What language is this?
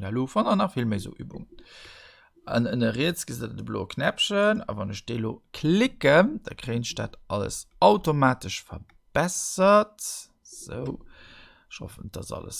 Luxembourgish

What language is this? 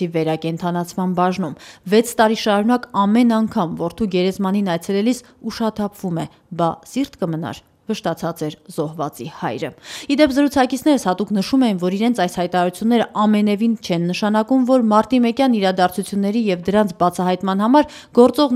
Armenian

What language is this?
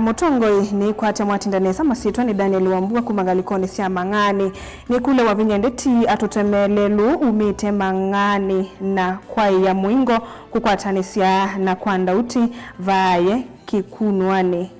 Kamba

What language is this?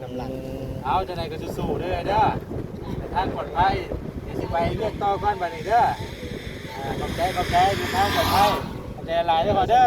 Northeastern Thai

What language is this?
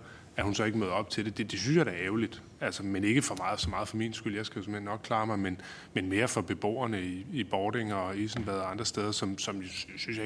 Danish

